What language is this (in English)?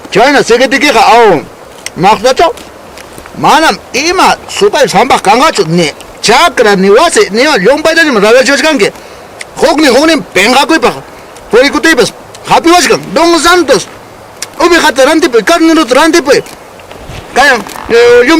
Ayacucho Quechua